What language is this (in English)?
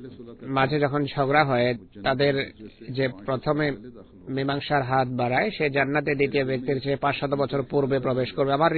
Bangla